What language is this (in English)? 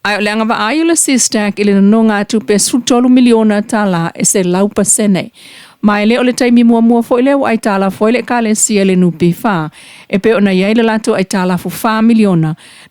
Samoan